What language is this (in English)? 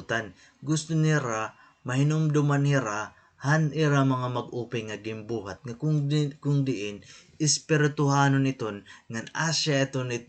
Waray